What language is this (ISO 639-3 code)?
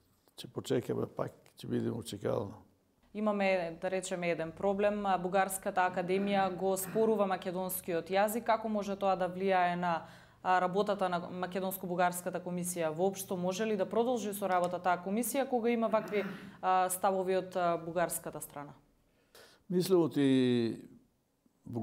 mkd